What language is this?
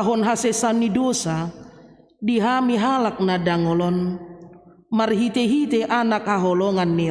Batak Toba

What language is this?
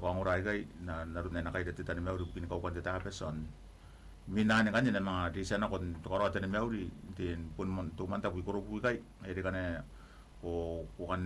Gilbertese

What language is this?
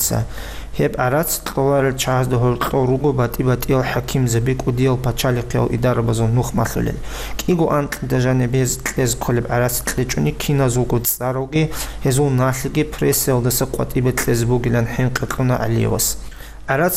Avaric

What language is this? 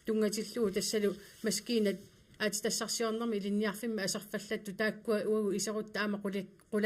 Kalaallisut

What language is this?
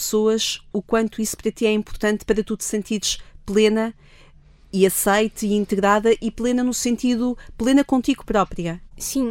Portuguese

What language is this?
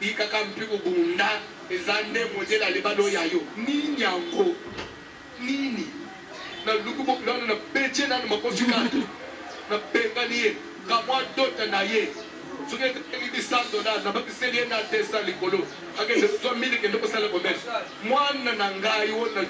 Lingala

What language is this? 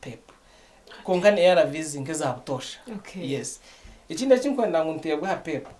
Nyankole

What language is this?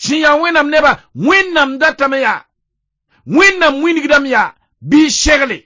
Mossi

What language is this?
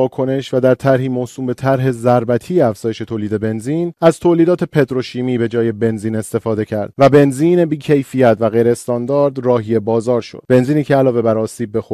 Persian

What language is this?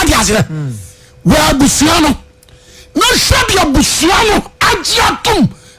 Akan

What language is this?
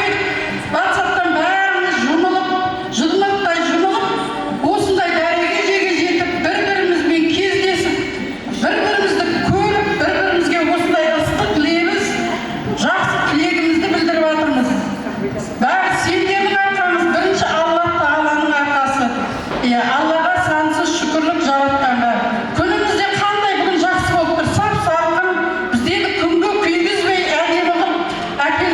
Kara-Kalpak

